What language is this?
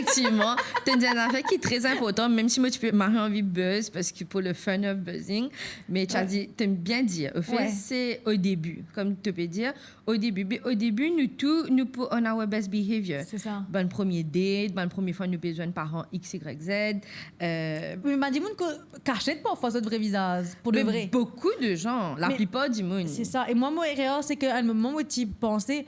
Morisyen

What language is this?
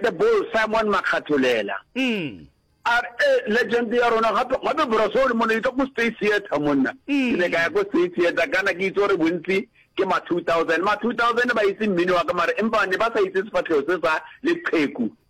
Northern Sotho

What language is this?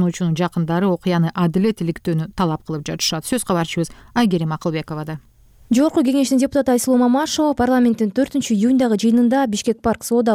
Kyrgyz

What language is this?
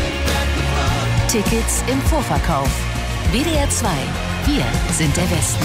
German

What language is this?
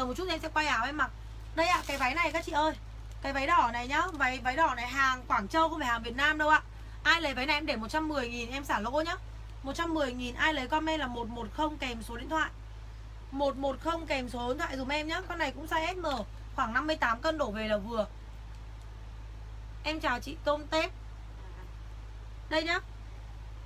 Vietnamese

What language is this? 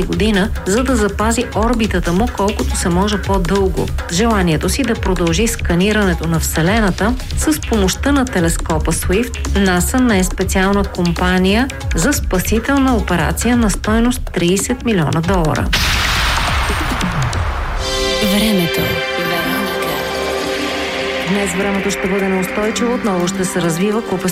Bulgarian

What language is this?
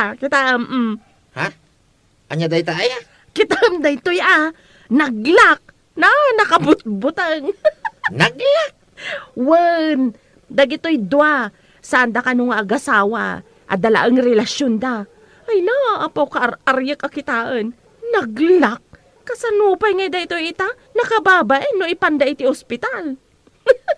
Iloko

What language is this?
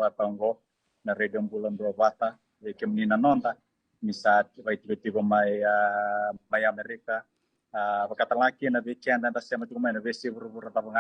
Fijian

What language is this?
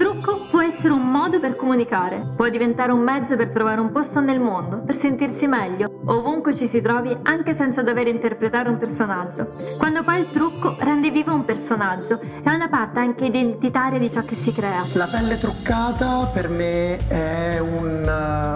Italian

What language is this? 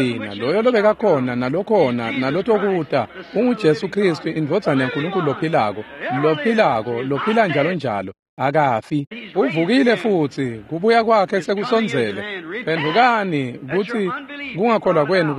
Swati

